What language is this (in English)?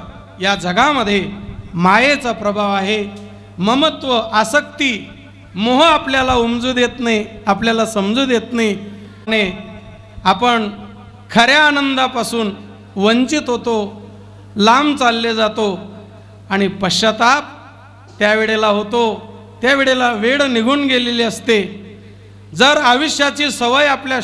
Marathi